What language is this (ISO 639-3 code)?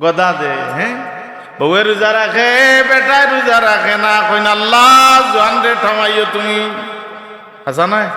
syl